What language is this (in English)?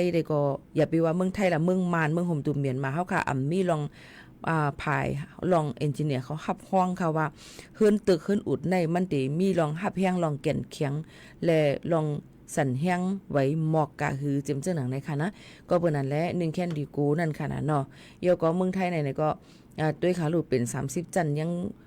Shan